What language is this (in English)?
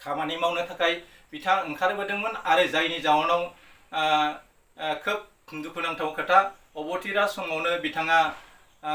Bodo